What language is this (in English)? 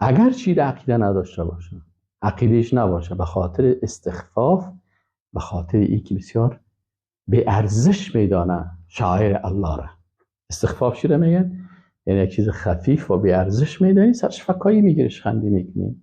Persian